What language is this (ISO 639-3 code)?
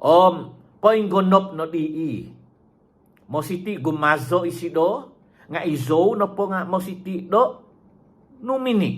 dtp